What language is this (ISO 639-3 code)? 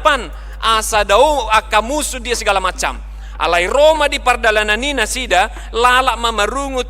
bbc